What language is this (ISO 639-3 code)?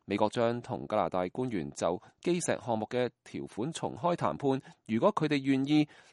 yue